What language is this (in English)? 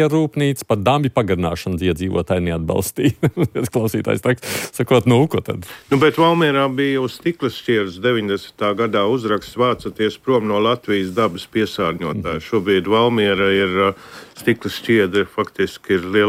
Latvian